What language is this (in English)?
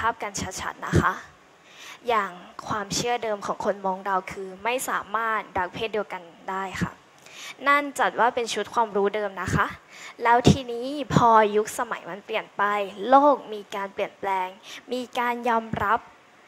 Thai